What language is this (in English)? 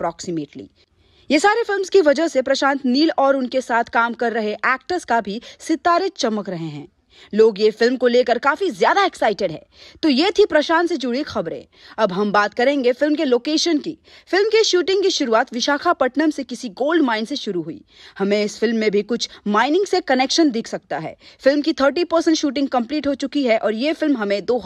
Hindi